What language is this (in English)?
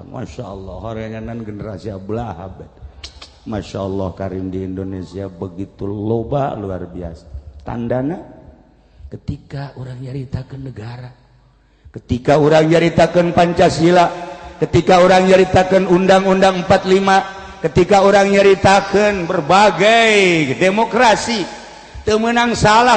Sundanese